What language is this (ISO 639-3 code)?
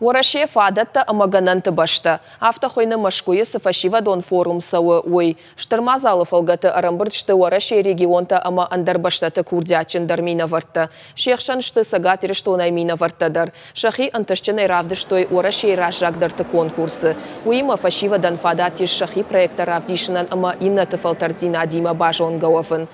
oss